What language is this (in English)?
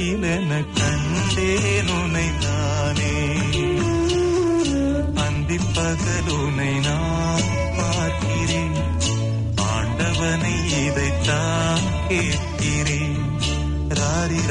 Tamil